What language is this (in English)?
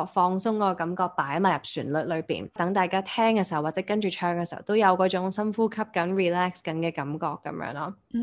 Cantonese